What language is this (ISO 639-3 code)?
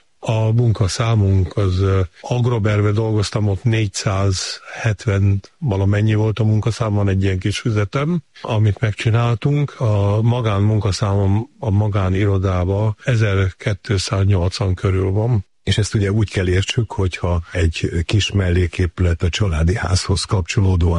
hun